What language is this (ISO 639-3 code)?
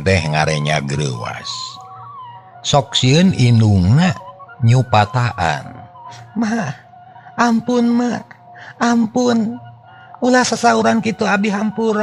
sun